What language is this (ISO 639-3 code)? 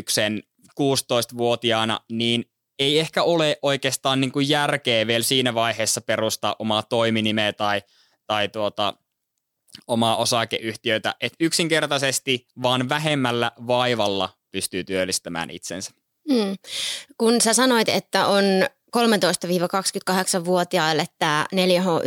fin